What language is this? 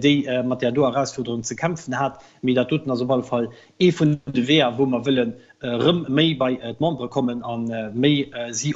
Luxembourgish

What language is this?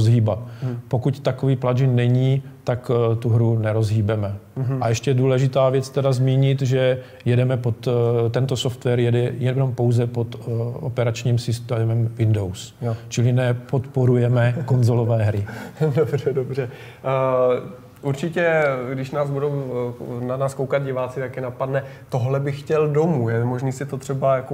Czech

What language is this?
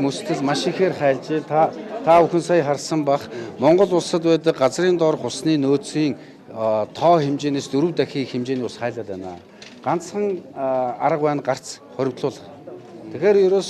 Mongolian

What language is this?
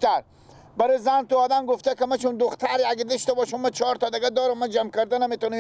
Persian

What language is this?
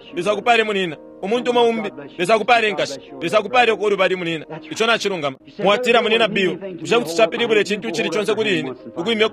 Bemba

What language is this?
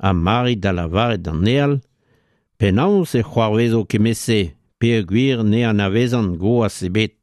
Breton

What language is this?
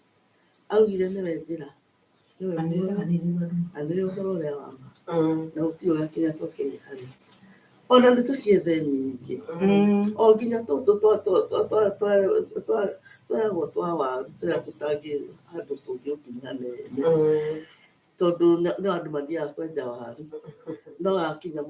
Kikuyu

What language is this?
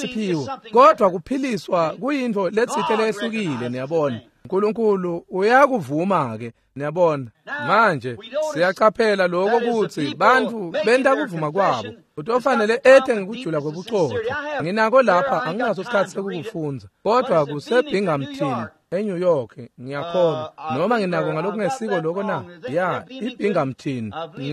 Swati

